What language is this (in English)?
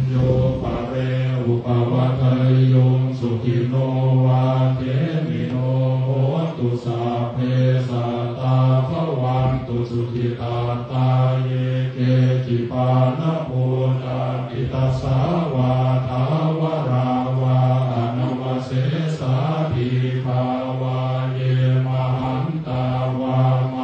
Pali